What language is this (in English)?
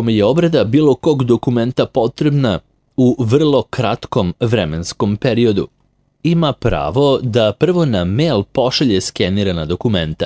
Serbian